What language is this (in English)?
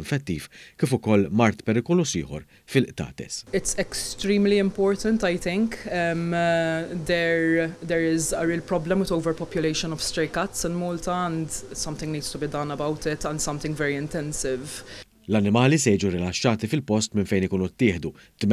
Maltese